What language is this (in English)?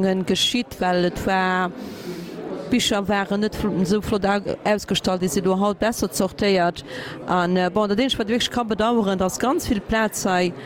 Luxembourgish